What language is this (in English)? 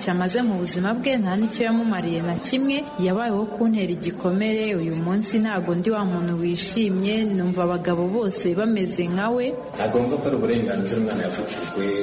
Kinyarwanda